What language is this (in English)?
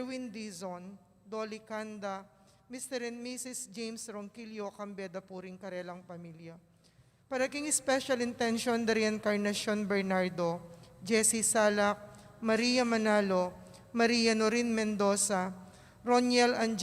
Pampanga